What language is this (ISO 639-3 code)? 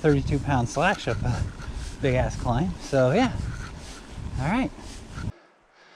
eng